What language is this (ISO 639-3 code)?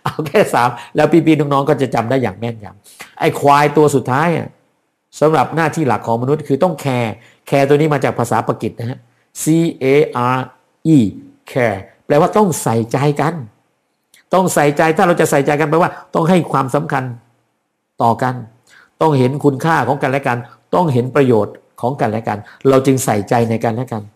tha